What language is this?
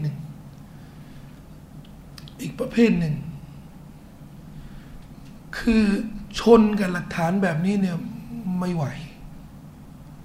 Thai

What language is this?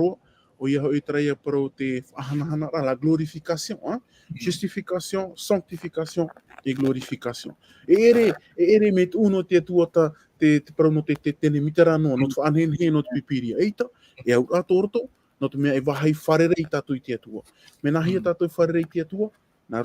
Tahitian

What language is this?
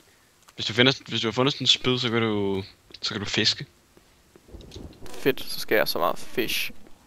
Danish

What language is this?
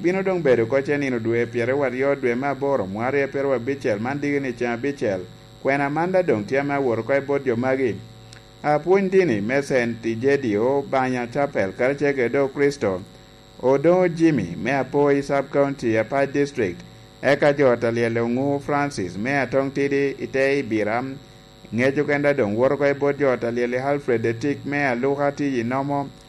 Lango (Uganda)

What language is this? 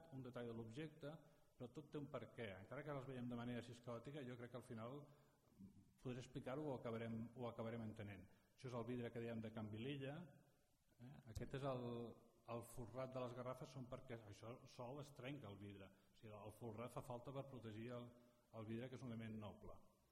Catalan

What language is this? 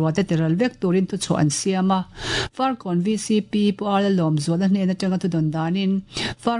Mizo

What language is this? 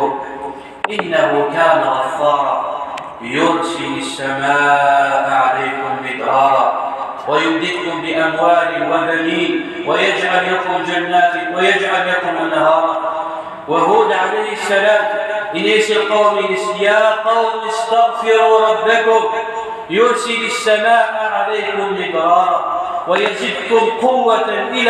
Kabyle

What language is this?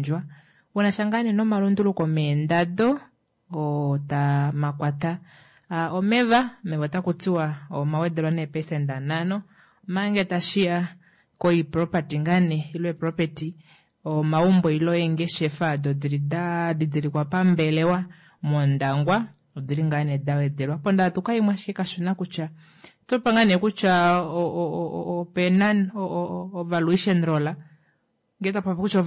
Kuanyama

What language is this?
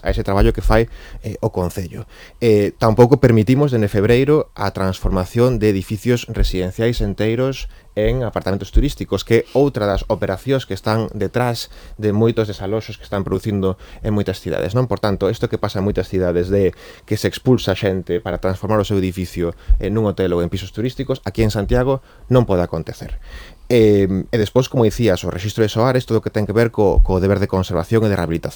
Galician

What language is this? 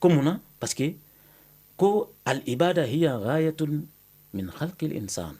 Bambara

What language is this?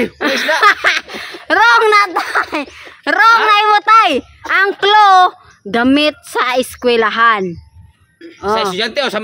Cebuano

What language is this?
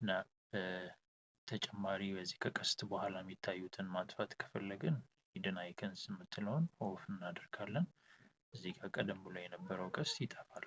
Amharic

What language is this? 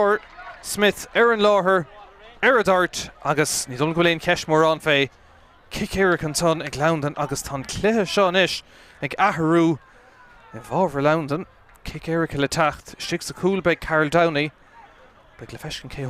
Irish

